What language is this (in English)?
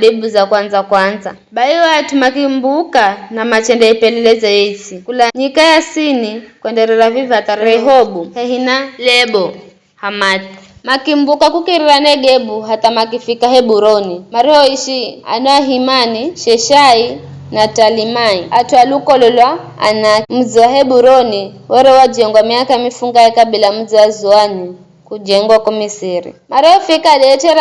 Giryama